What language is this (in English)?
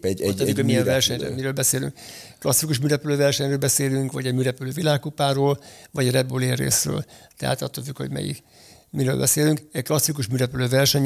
Hungarian